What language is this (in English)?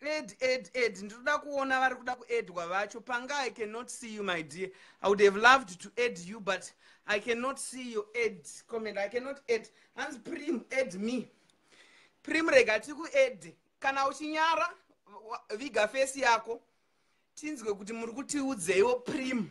Shona